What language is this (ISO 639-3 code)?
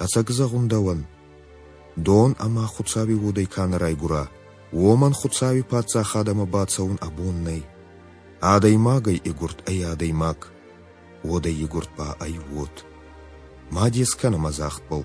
oss